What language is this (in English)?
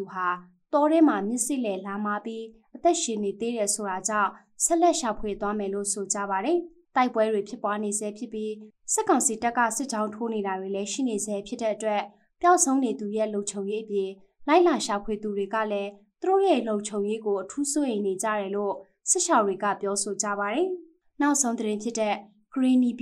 Burmese